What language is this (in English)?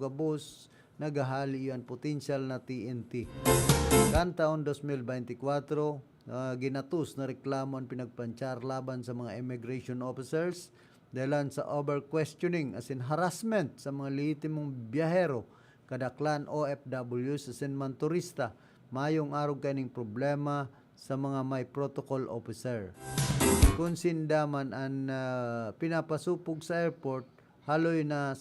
Bikol